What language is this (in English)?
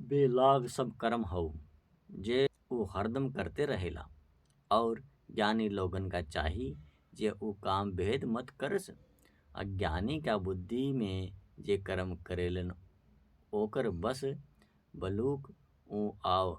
Bhojpuri